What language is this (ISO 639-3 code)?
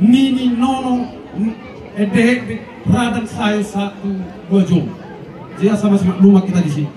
bbc